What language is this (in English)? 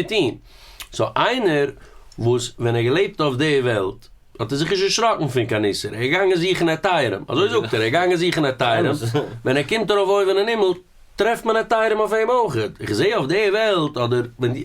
Yiddish